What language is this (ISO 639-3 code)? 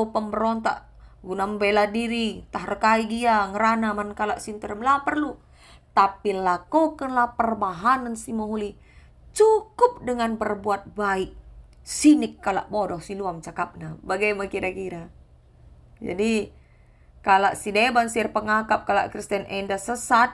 btx